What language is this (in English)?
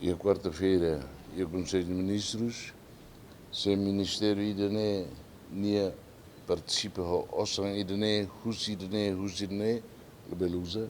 Tetum